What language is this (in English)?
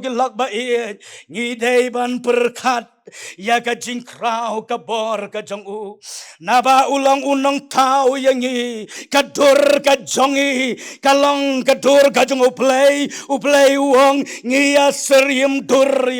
Khasi